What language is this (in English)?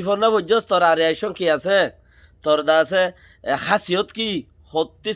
Rohingya